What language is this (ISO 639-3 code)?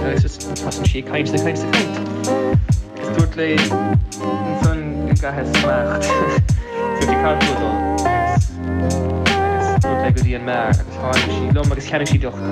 gle